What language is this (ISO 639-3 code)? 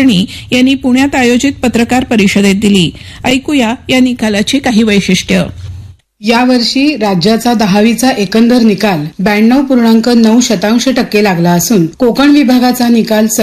mar